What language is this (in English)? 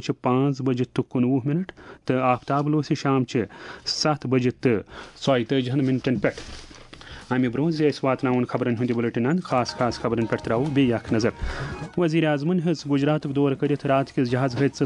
Kashmiri